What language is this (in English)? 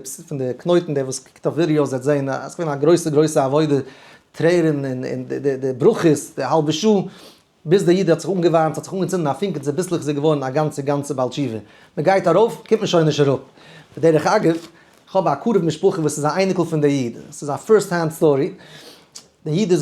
Yiddish